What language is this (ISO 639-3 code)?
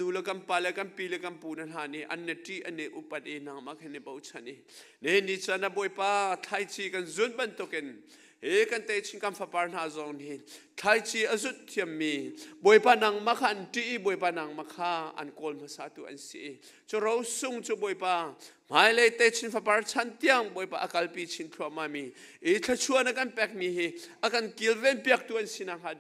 cnh